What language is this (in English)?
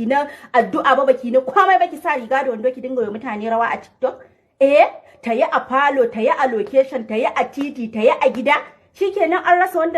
Hausa